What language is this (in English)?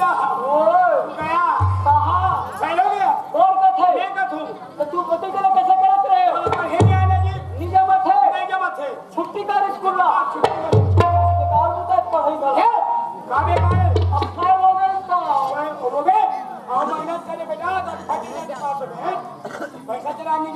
Chhattisgarhi